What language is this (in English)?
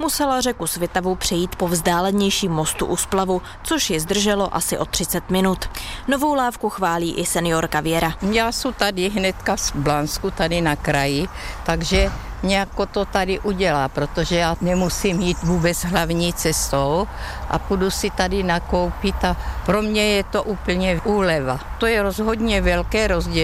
Czech